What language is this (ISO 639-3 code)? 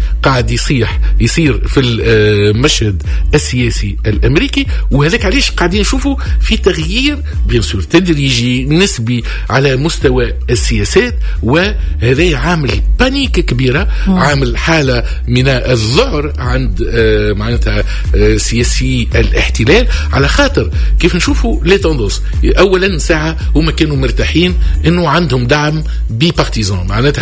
aeb